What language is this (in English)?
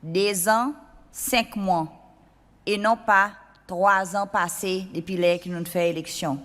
Seselwa Creole French